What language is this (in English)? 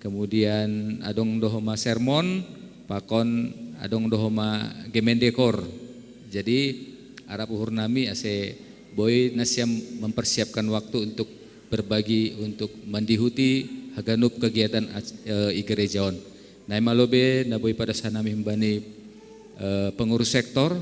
Batak Simalungun